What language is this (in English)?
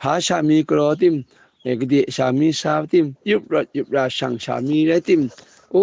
Kachin